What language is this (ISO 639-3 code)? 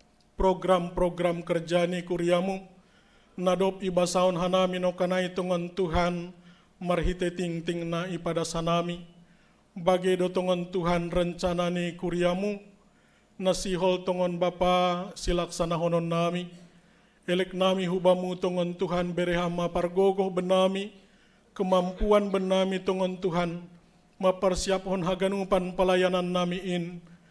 bts